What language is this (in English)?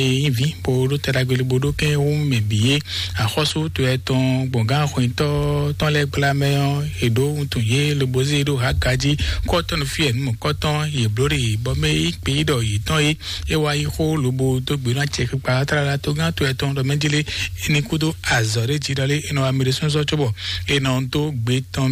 Fon